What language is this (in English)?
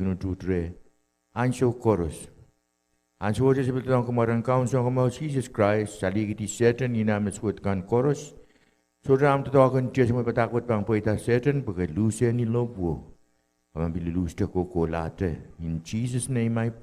Pohnpeian